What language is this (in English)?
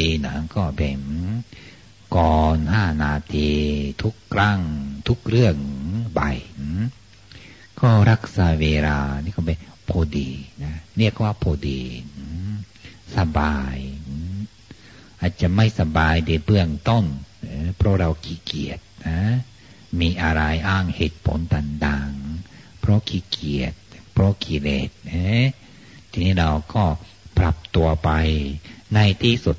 Thai